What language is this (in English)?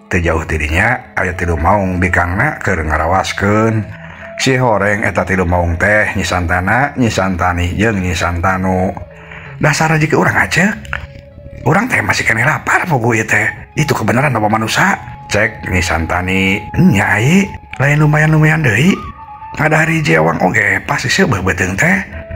Sundanese